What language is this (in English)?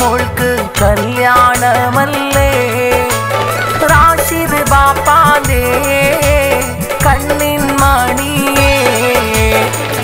Malayalam